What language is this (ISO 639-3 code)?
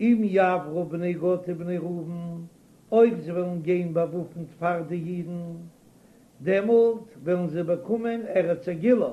yid